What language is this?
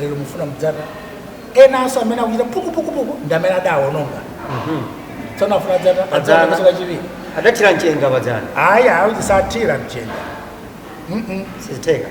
Nyanja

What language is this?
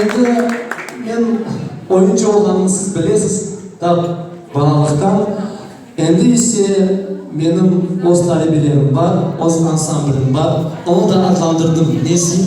Crimean Tatar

